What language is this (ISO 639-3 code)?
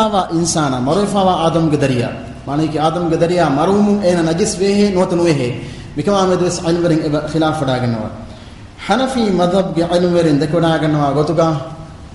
div